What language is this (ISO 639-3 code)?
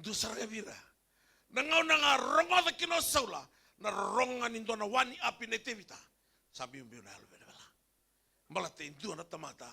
fij